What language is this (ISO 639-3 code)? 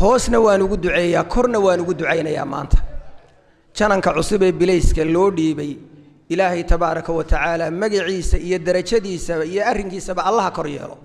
som